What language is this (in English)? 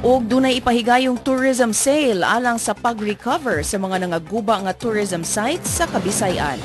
Cebuano